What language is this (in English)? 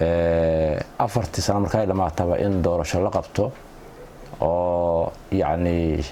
Somali